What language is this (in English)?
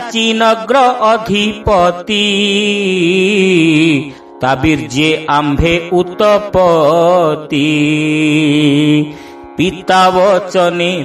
Odia